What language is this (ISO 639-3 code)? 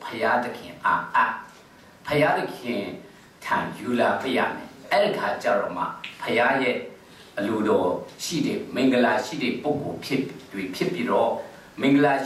mya